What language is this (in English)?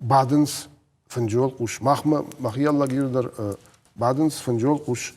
Ossetic